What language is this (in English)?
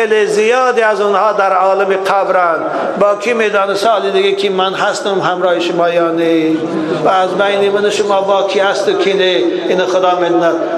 Tajik